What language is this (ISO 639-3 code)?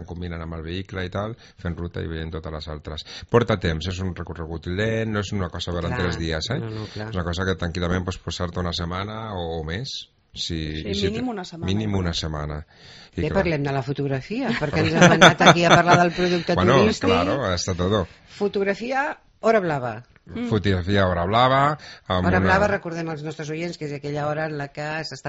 cat